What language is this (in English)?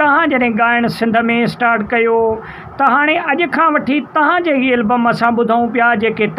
Sindhi